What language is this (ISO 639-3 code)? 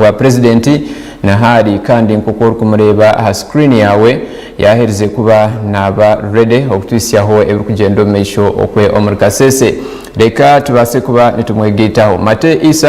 nyn